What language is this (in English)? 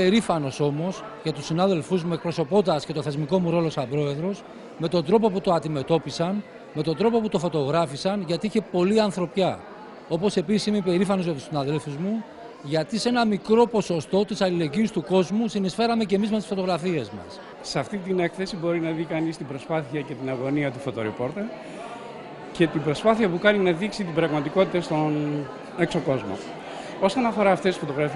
Greek